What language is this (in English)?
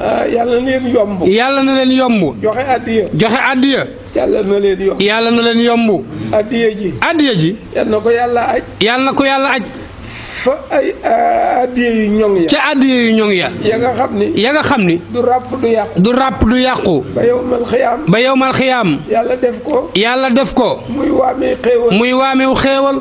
Wolof